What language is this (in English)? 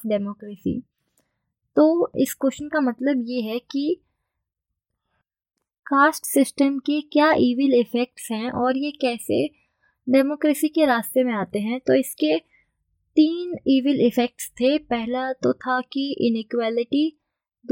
Hindi